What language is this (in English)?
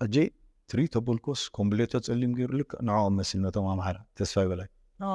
Tigrinya